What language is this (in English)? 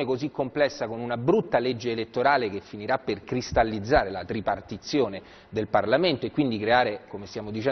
Italian